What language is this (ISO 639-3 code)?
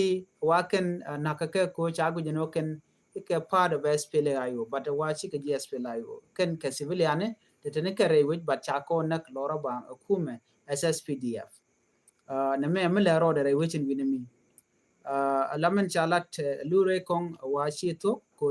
nus